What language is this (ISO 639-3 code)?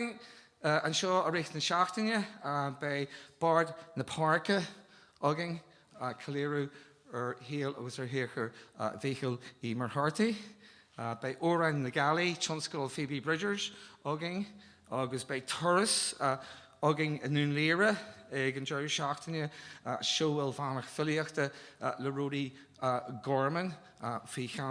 gle